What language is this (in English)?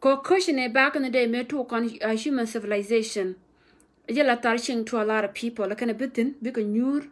Nuer